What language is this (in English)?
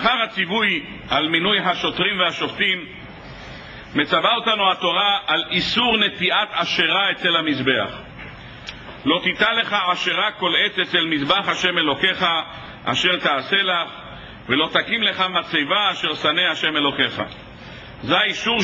Hebrew